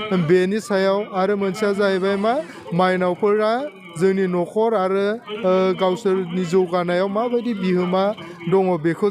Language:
Bodo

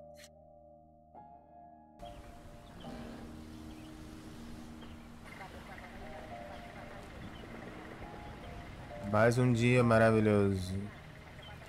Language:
Portuguese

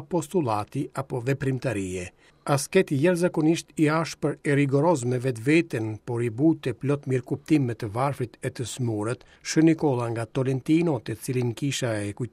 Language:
Albanian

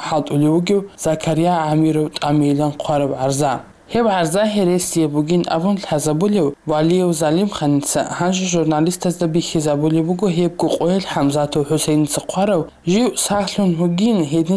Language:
Avaric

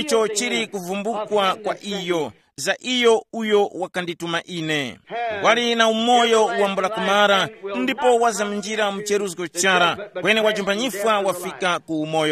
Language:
Tumbuka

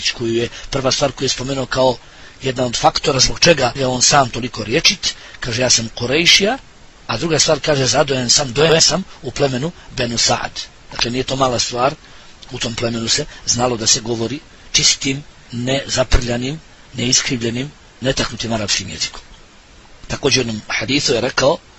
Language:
Bosnian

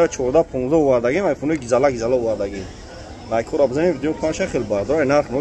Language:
Tajik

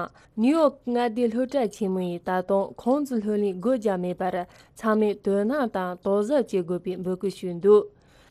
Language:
Tibetan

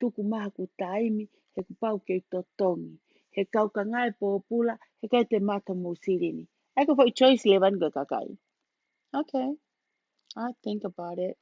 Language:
Tongan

